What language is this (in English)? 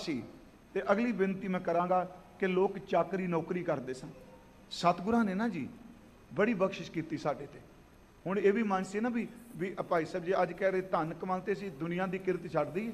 Punjabi